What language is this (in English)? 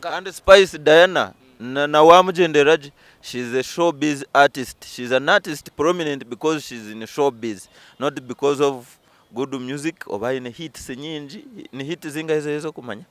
Nyankole